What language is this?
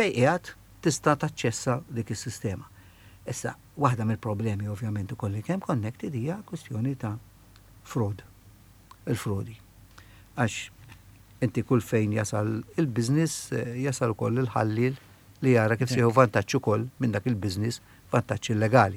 Maltese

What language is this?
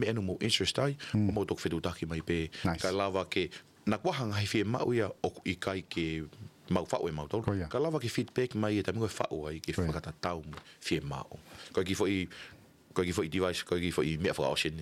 Tongan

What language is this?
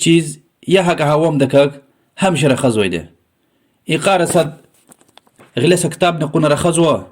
Lezghian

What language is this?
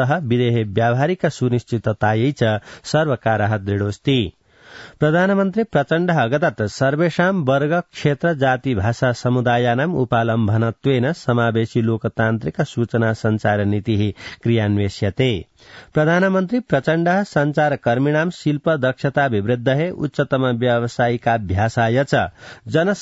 Sanskrit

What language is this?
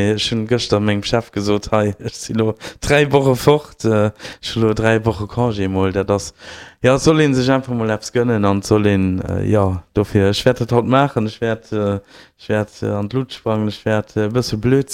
Luxembourgish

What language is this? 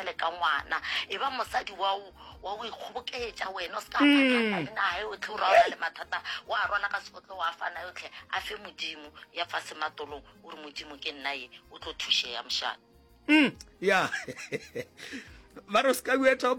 Northern Sotho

